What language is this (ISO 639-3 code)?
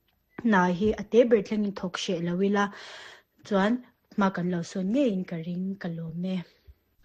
lus